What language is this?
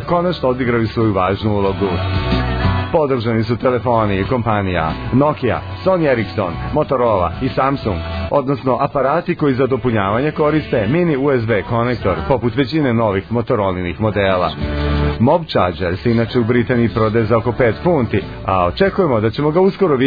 Serbian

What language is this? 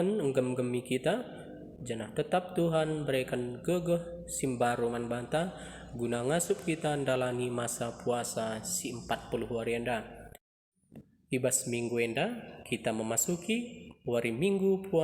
Batak Karo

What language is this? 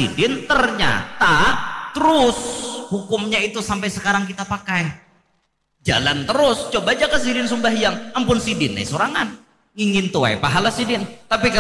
Banjar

